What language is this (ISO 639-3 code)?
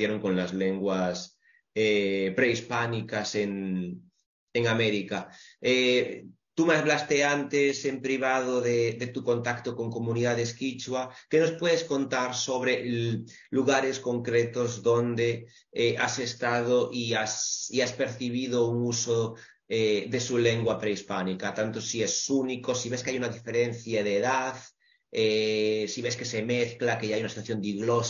spa